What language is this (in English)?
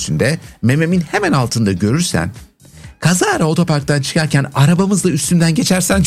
Turkish